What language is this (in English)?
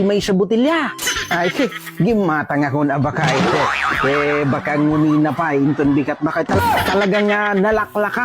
Iloko